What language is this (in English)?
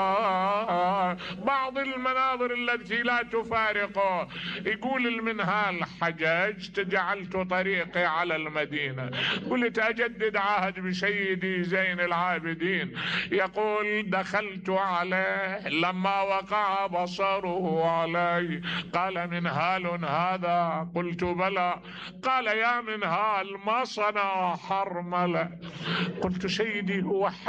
Mesopotamian Arabic